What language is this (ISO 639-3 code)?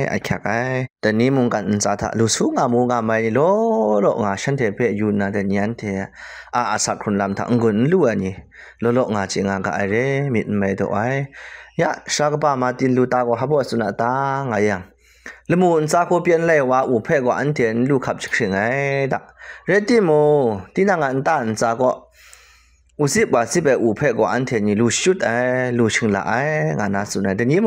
kac